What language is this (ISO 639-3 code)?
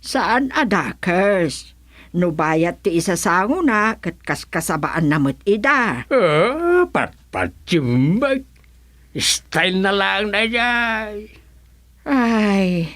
ilo